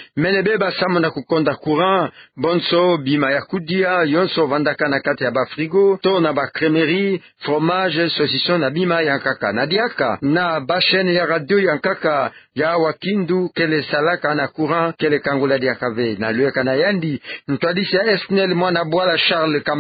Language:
Kituba (Democratic Republic of Congo)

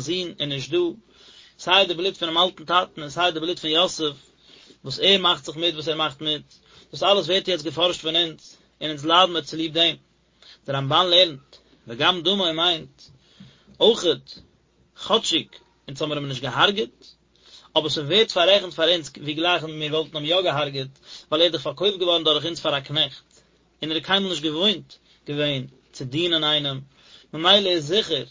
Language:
Yiddish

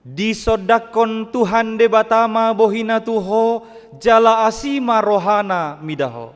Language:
Batak Toba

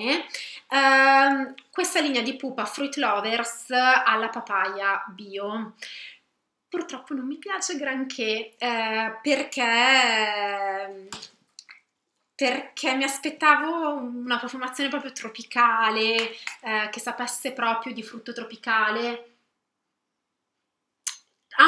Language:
Italian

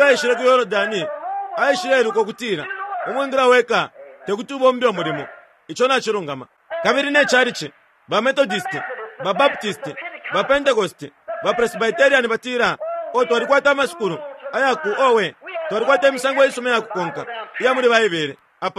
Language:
Bemba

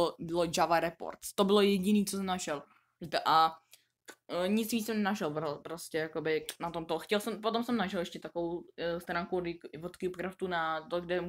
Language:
Czech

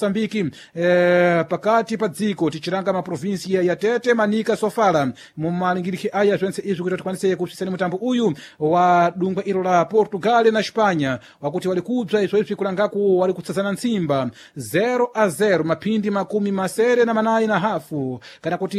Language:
Sena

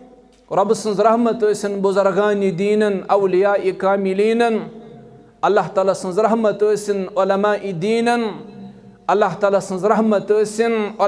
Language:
Kashmiri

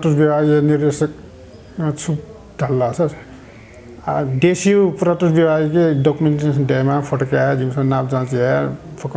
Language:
Newari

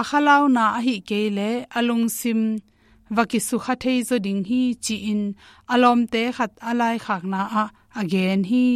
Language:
Tedim Chin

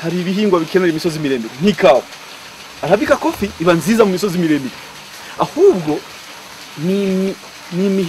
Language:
Kinyarwanda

